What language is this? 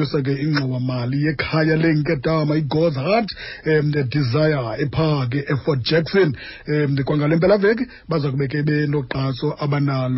Xhosa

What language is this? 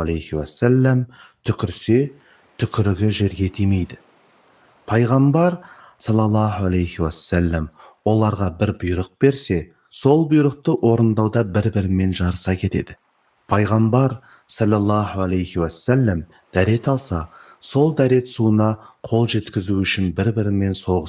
Kazakh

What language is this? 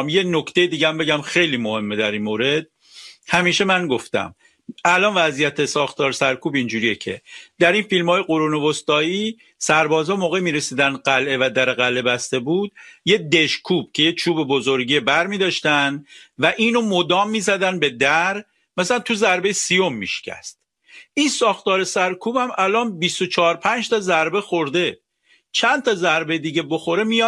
Persian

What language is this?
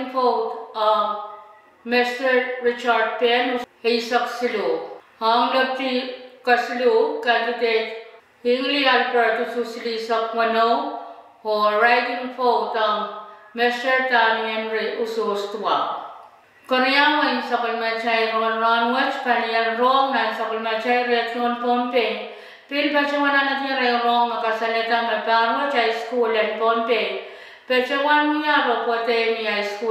Pohnpeian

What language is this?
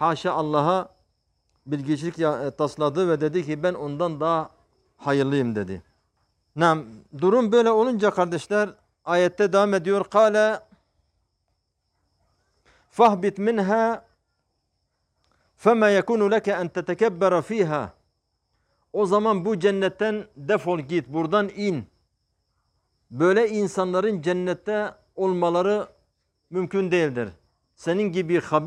Turkish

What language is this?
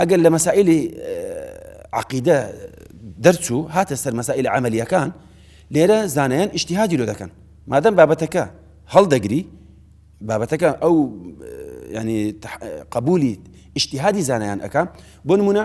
Central Kurdish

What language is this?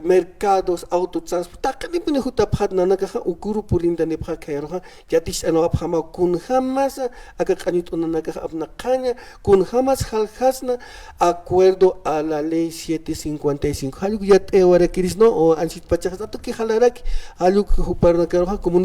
Aymara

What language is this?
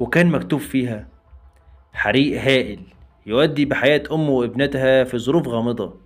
Egyptian Arabic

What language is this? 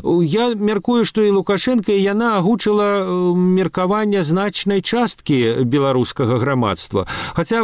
Belarusian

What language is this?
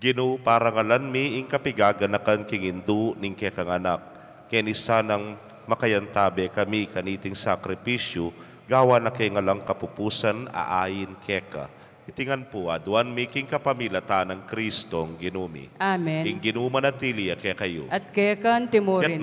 Pampanga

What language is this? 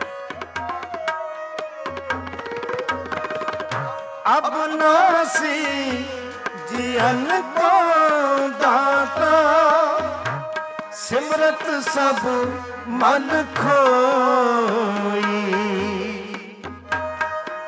Punjabi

